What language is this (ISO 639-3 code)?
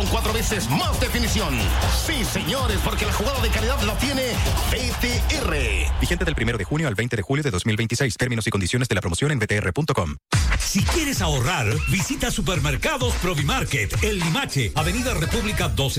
spa